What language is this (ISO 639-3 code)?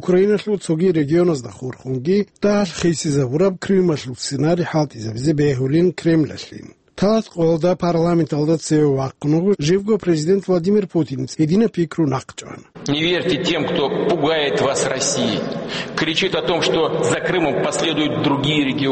ava